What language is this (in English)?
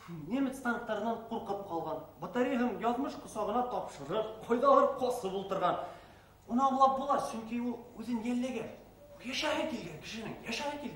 Bashkir